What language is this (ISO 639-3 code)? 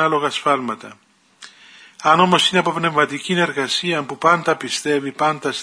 ell